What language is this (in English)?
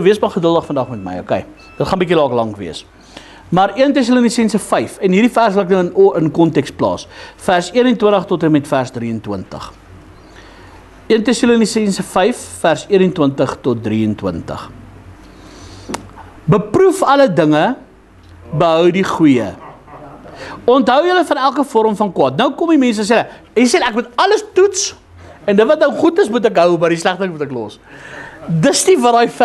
Afrikaans